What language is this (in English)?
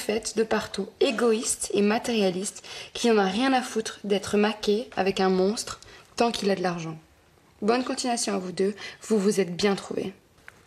French